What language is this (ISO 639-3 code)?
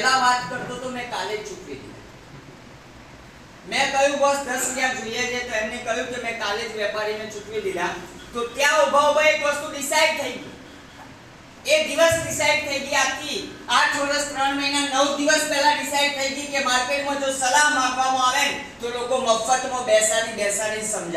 guj